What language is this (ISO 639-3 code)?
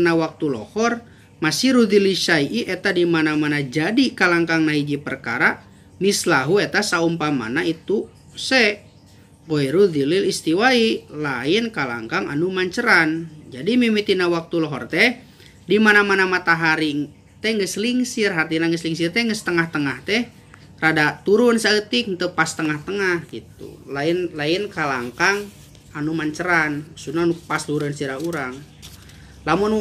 sun